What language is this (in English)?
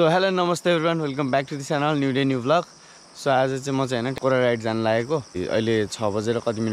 Nepali